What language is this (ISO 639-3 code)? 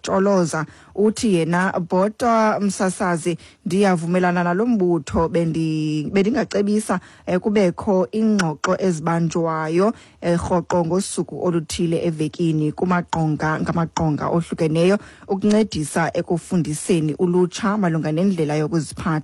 xho